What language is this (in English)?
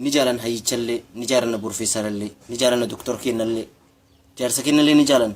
Oromo